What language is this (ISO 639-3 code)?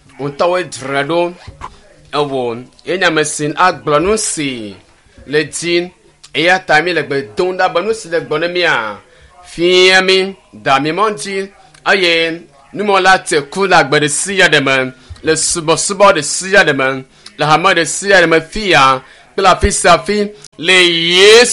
ewe